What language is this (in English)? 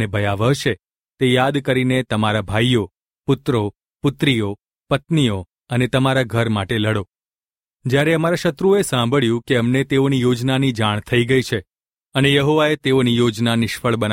Gujarati